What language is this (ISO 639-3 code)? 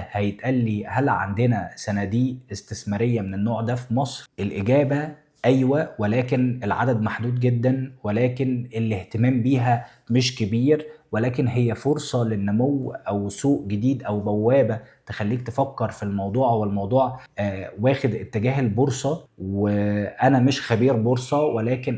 arz